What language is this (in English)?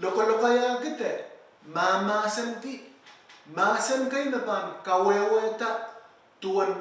Pohnpeian